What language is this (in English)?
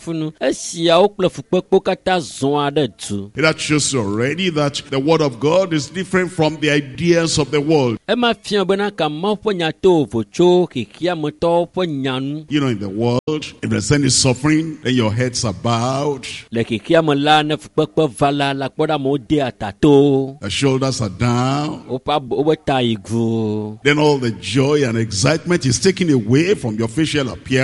Ewe